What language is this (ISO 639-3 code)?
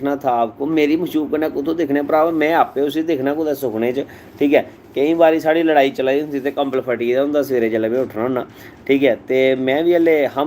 doi